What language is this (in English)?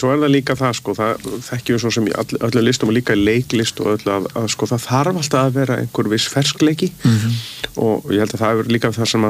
Icelandic